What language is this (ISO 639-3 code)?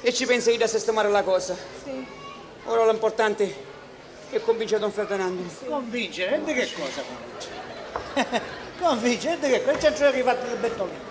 scn